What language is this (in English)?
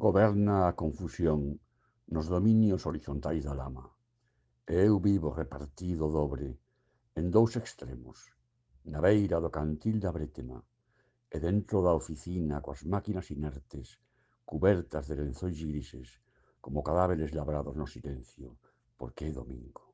Galician